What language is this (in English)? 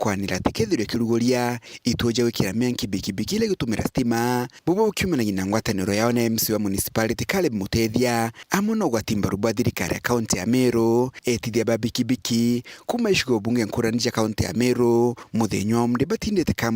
Meru